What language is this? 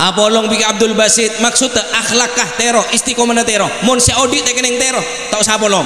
Madurese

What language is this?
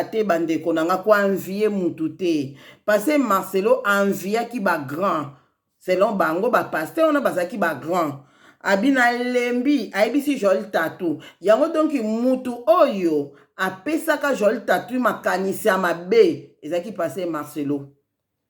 Lingala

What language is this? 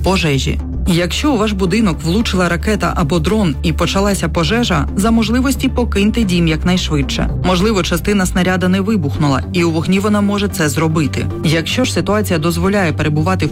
Ukrainian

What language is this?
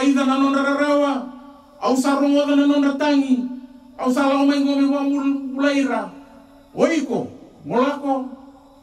Fijian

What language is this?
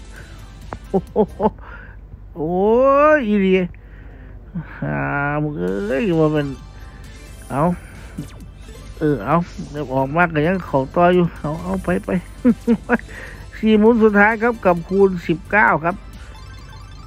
Thai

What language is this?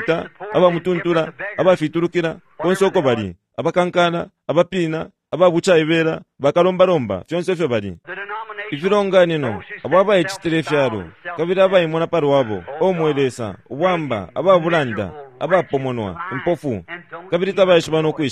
Bemba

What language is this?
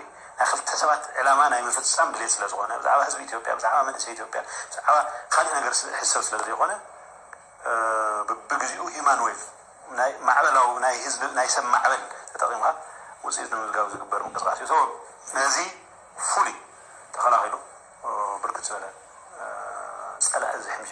Tigrinya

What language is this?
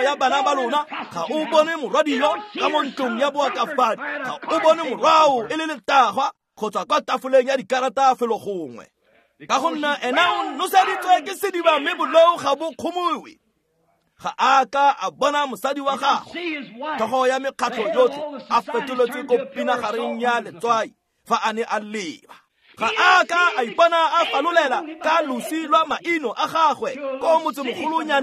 Tswana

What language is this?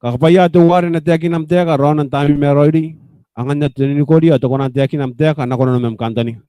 Gilbertese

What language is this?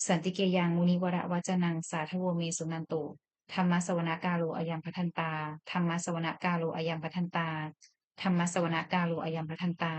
Pali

